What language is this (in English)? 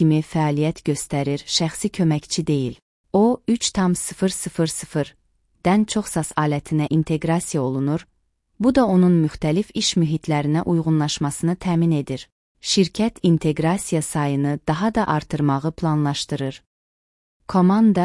Azerbaijani